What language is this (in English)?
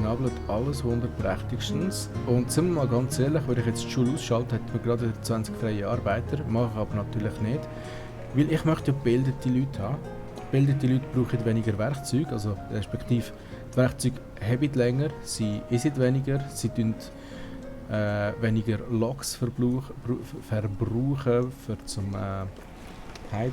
Swiss German